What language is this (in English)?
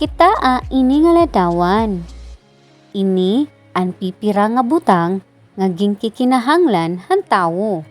Waray